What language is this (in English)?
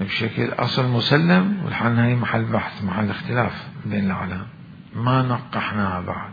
Mesopotamian Arabic